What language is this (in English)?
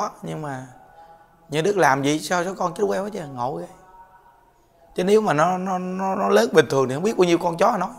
Vietnamese